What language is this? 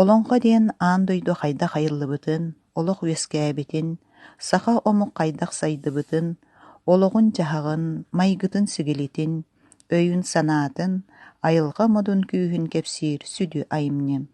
Yakut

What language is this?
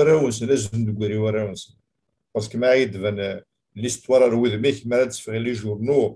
Kabyle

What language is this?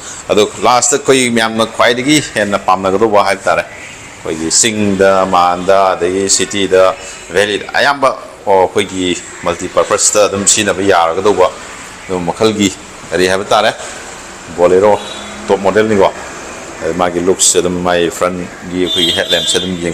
Manipuri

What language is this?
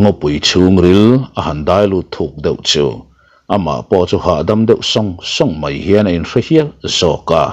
Mizo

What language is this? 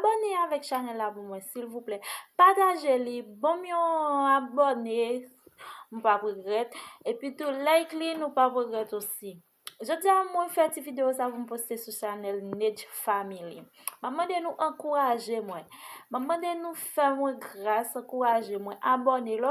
Haitian Creole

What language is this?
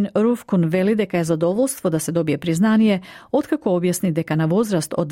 Macedonian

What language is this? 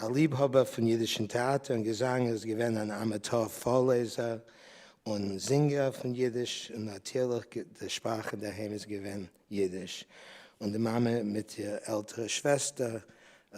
Yiddish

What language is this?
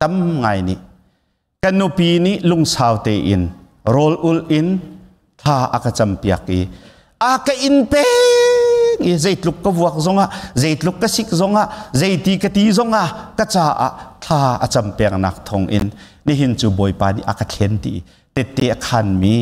Hakha Chin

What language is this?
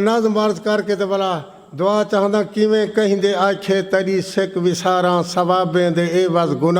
Saraiki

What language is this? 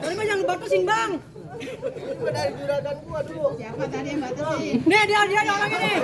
Betawi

